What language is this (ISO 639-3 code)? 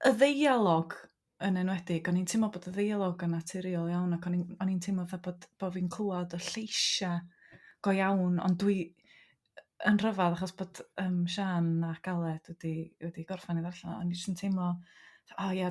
cym